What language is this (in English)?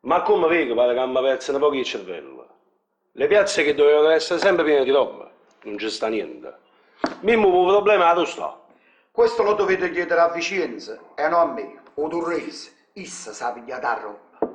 Neapolitan